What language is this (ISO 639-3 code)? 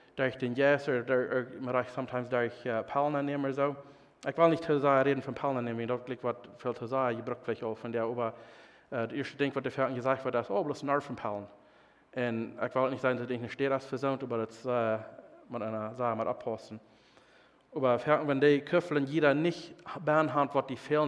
pdt